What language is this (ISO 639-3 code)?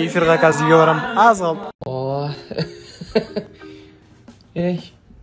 kaz